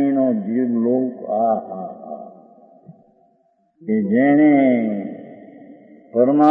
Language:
Gujarati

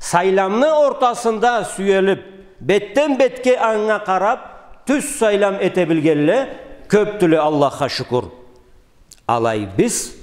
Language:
Karachay-Balkar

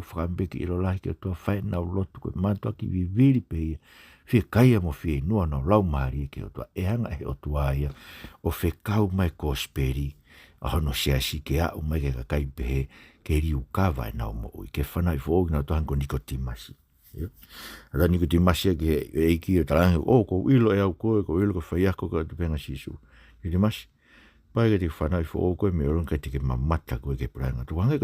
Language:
Tongan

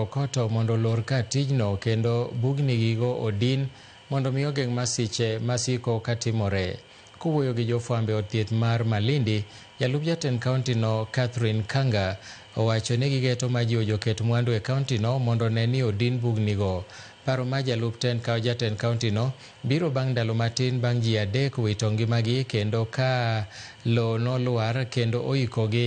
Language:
Luo (Kenya and Tanzania)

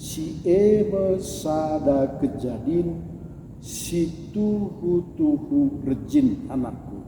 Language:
Batak Karo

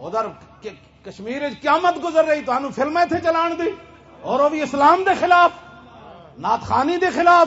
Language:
Western Panjabi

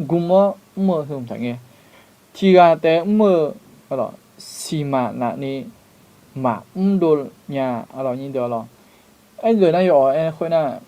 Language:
Akha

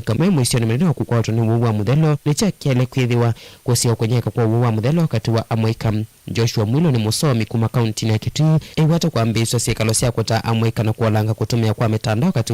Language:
Kamba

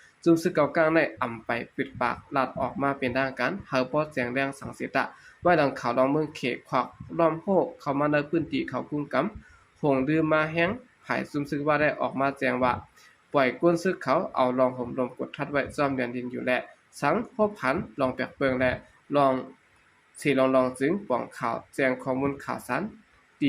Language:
Shan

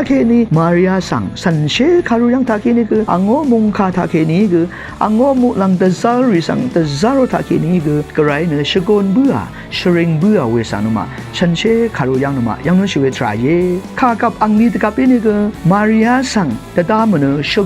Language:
Rawang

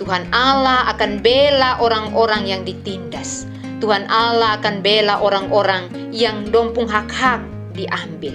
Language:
Kupang Malay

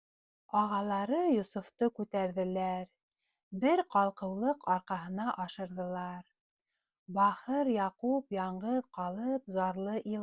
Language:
Bashkir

